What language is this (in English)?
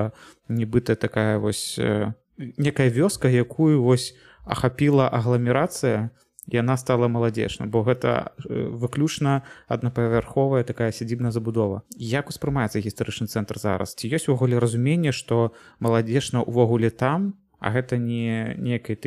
Belarusian